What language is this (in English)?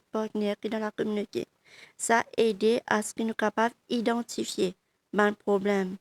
Morisyen